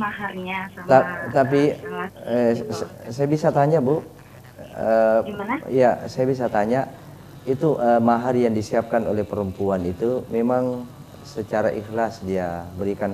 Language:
Indonesian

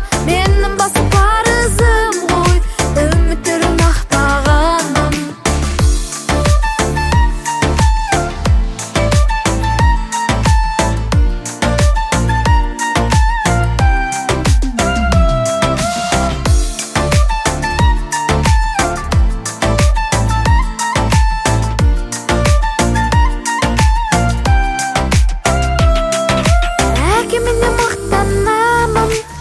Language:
Kazakh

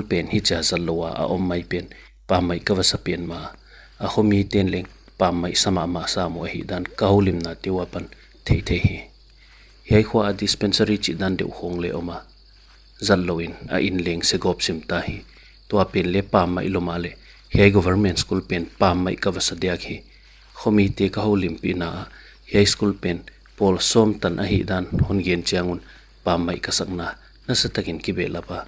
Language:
Paite Chin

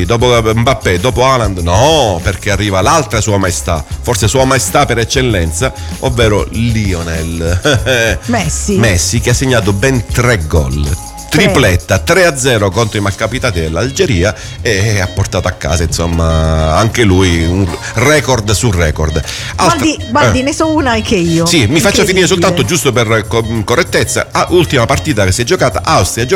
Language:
Italian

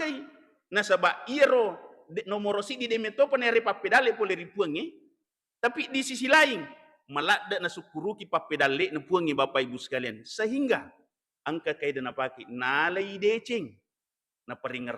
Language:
Buginese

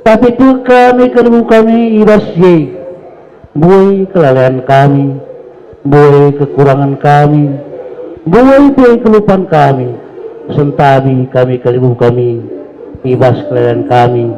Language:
Batak Karo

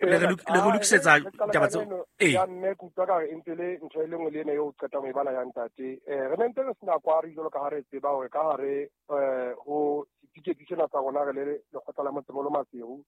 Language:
Southern Sotho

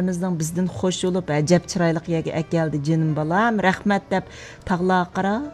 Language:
Uyghur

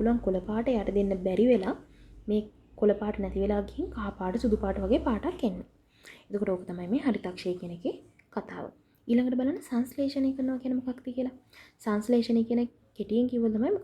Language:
Sinhala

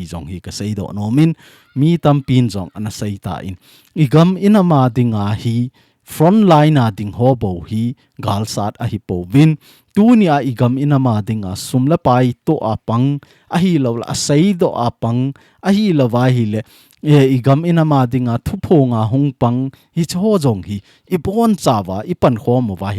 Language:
Thado Chin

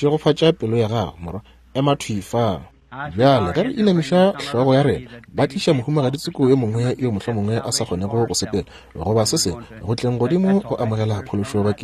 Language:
Northern Sotho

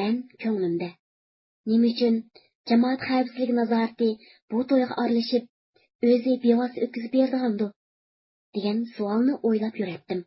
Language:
Uyghur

